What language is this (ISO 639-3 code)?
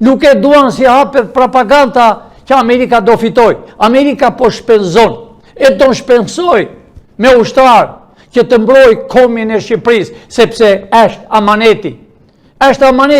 sqi